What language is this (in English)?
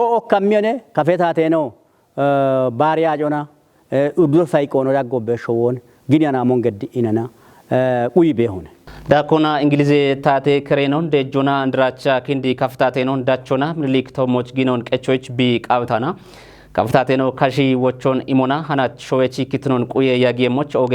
Kafa